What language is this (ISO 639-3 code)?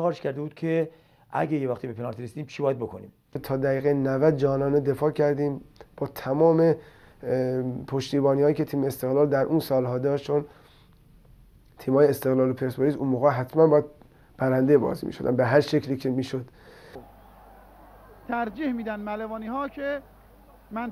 fas